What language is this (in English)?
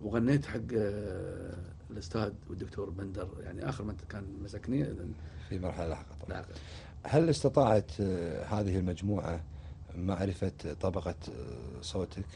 Gulf Arabic